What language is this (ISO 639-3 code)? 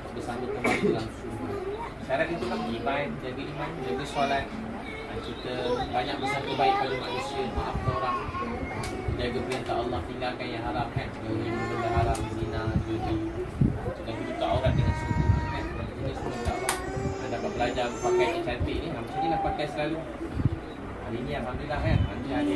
msa